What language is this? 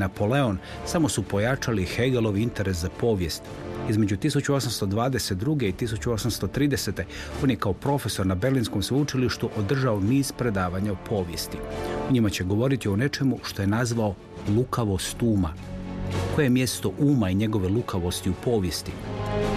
Croatian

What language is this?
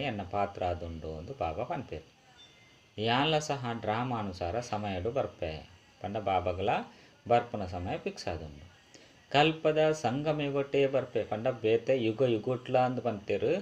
Tulu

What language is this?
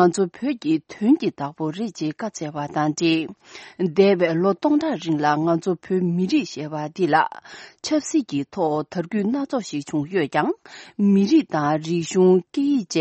Tibetan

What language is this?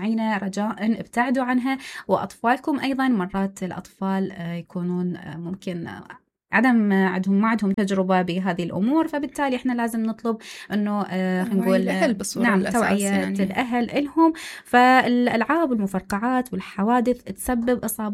Mesopotamian Arabic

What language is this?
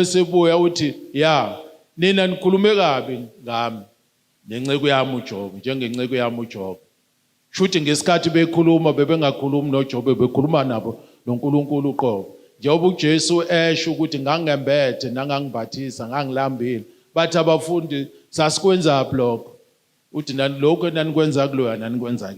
Zulu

